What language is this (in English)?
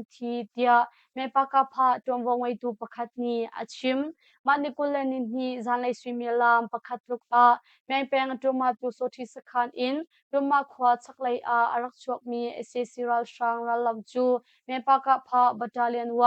Hakha Chin